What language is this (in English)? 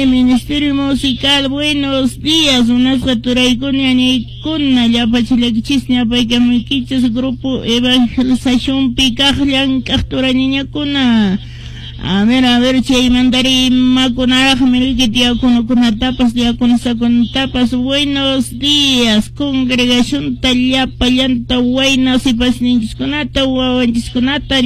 Quechua